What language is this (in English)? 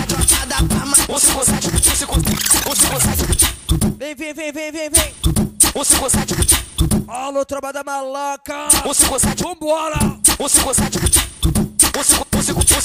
Portuguese